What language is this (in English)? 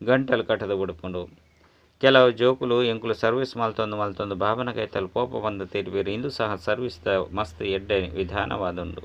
Tulu